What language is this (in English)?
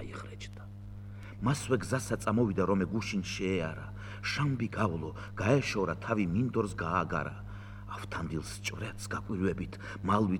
Georgian